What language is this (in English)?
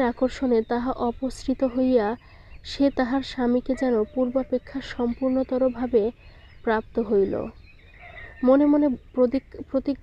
Bangla